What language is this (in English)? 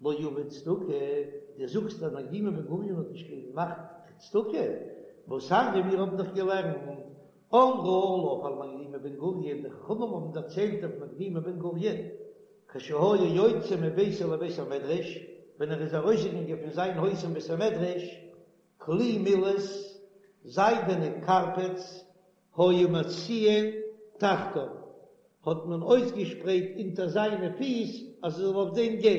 Yiddish